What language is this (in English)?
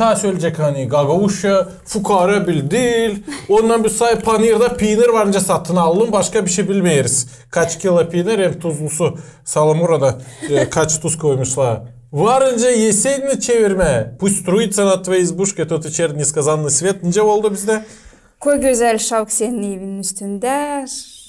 Gagauz